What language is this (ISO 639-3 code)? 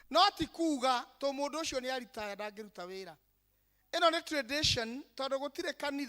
kik